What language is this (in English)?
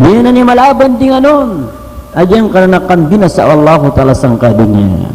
Maranao